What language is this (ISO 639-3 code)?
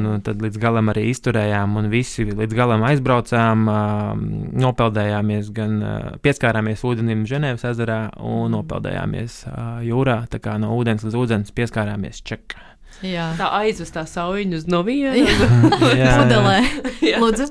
lav